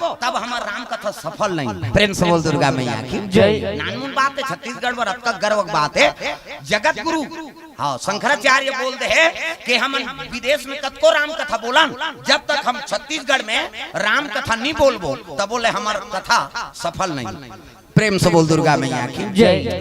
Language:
Chhattisgarhi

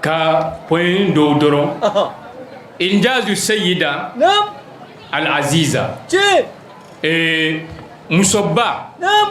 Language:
Bambara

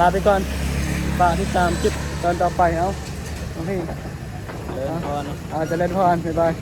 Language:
Northeastern Thai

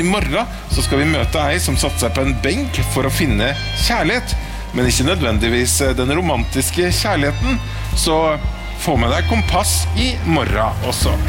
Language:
Norwegian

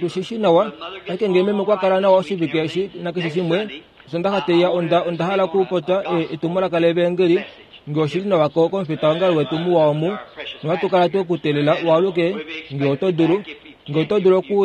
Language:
Kuanyama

